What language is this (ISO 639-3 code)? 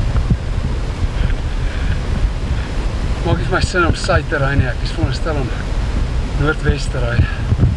afr